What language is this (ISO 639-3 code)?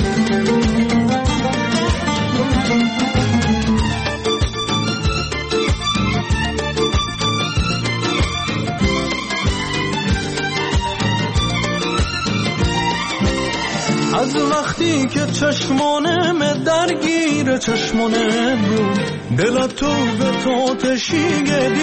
fas